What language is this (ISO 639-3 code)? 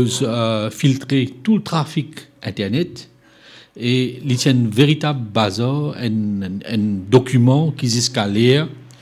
mfe